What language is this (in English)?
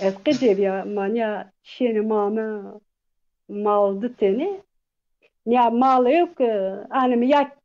Zaza